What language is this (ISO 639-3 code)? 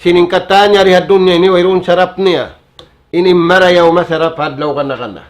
tsg